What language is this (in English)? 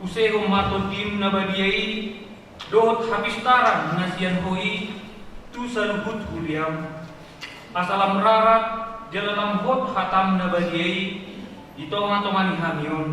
Batak Toba